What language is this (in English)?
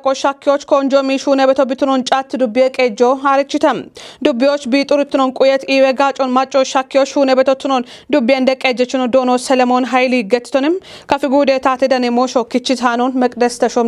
Kafa